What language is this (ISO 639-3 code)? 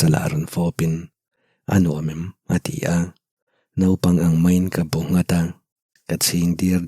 lus